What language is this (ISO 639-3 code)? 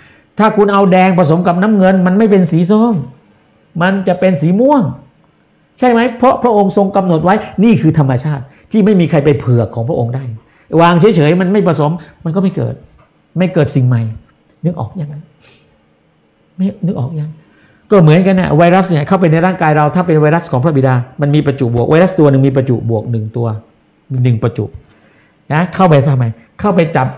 tha